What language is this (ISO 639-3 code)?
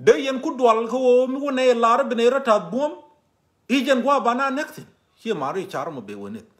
nus